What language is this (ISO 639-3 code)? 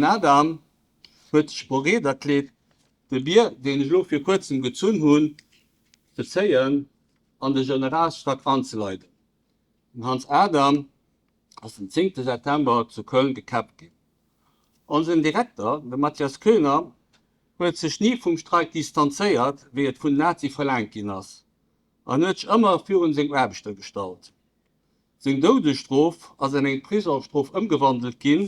ltz